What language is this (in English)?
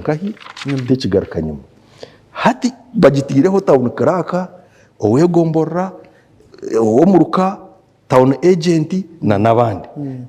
Nyankole